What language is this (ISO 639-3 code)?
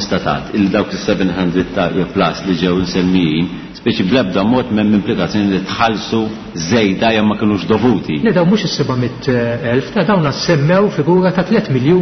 mlt